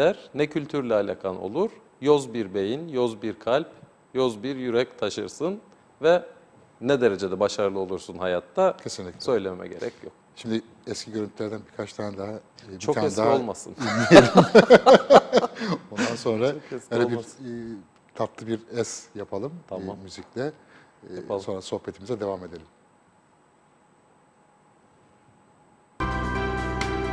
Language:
Turkish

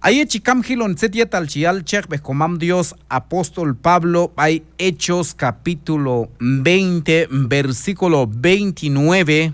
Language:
Q'anjob'al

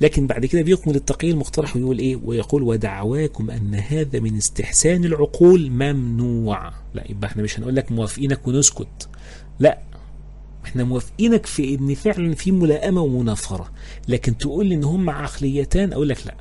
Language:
Egyptian Arabic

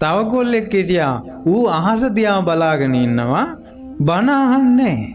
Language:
Sinhala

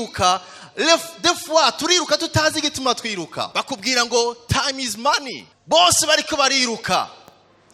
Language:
Rundi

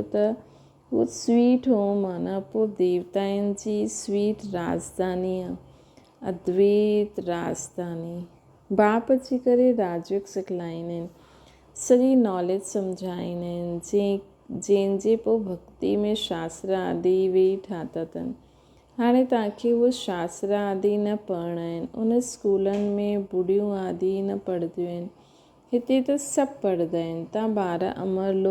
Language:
Sindhi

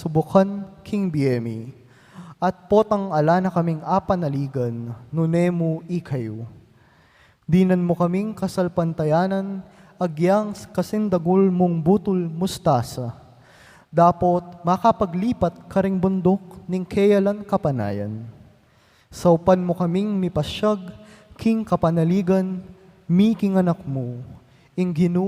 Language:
Pampanga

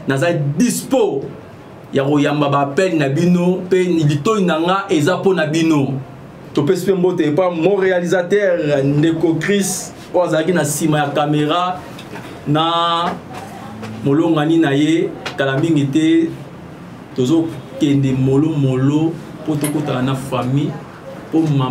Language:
Lingala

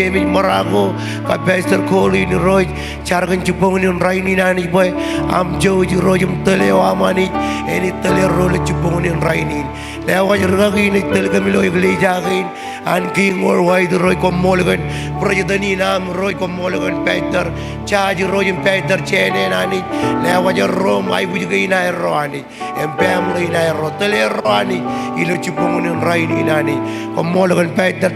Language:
Marshallese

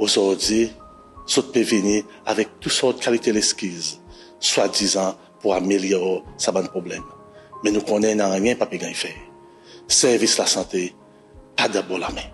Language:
Seselwa Creole French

